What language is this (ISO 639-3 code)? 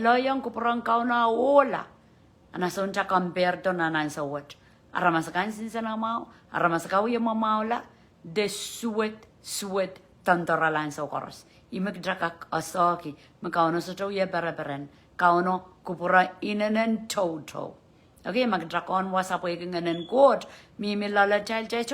pon